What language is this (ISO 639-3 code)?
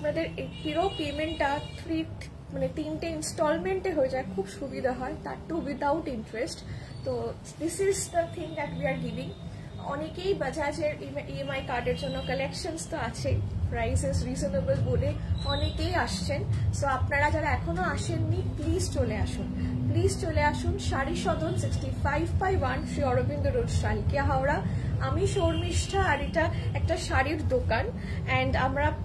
ben